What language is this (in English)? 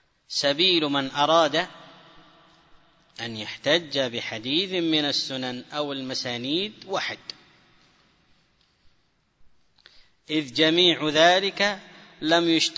Arabic